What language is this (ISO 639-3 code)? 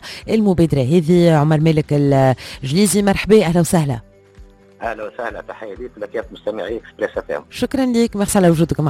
aeb